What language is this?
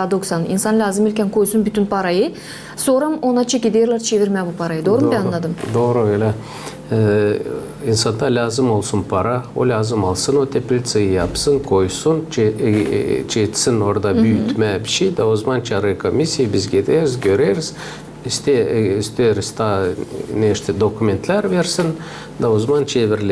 Gagauz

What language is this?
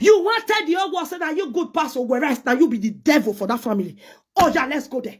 Nigerian Pidgin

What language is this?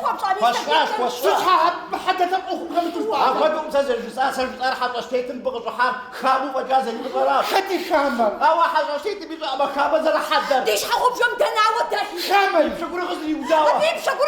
Kabardian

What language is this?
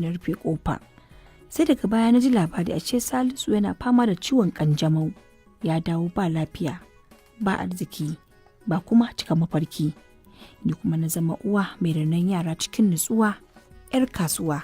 Hausa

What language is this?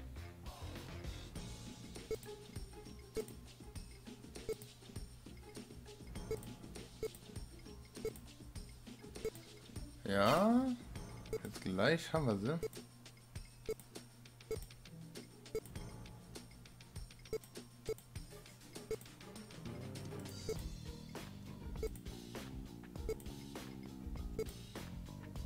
German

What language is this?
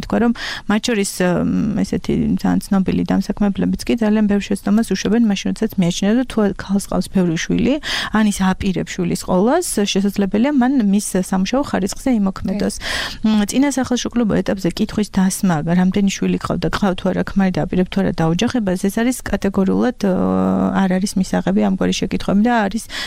Georgian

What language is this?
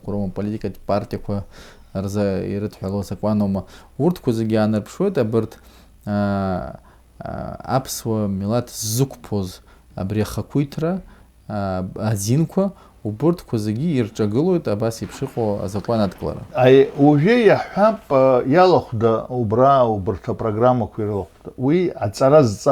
Abkhazian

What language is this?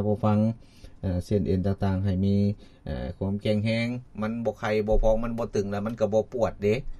Lao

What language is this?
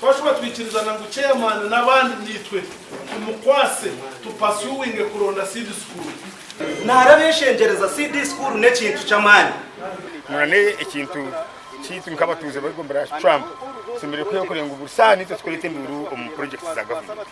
Nyankole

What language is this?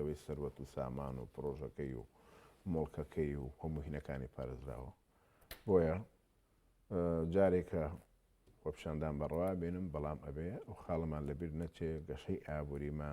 Central Kurdish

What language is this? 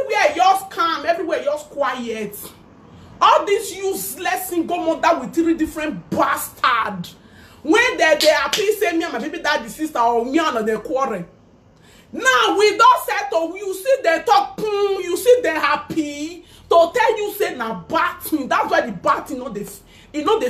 Nigerian Pidgin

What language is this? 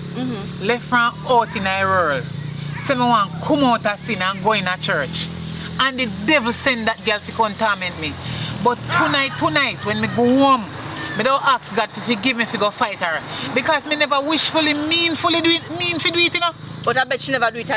Jamaican Creole English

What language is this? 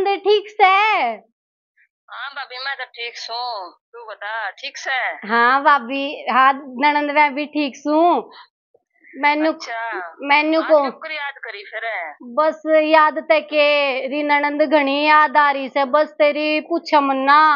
Haryanvi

